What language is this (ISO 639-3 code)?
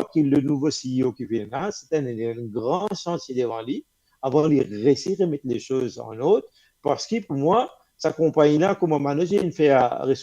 mfe